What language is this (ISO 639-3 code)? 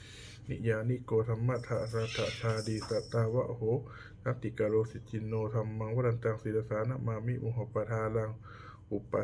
pli